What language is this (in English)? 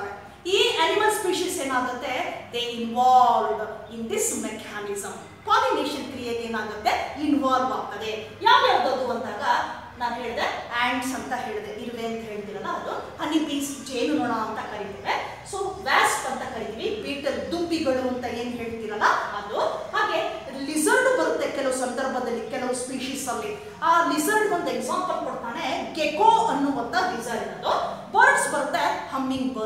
Kannada